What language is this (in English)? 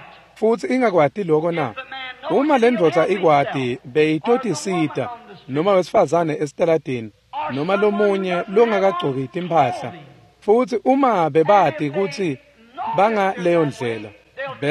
Swati